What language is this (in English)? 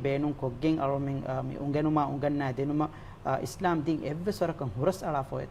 Divehi